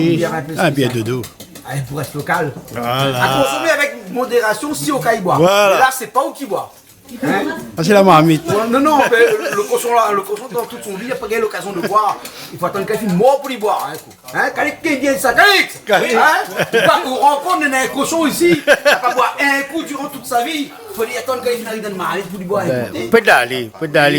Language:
Réunion Creole French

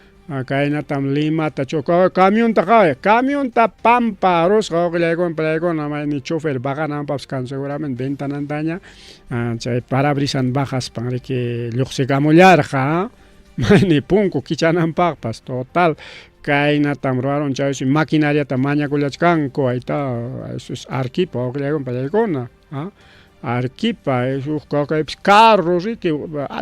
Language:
Ayacucho Quechua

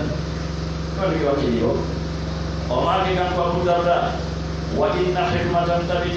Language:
Pular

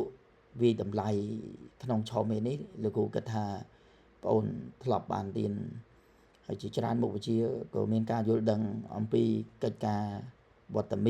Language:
Khmer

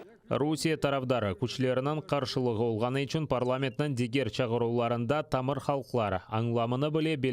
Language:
Crimean Tatar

